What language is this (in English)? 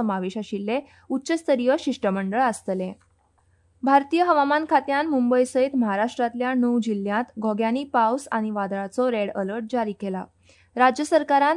Konkani